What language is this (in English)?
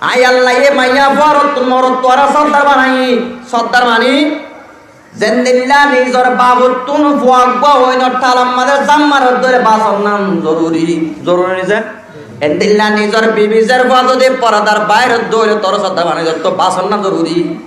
Rohingya